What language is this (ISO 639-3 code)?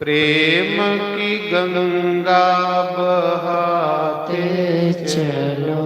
doi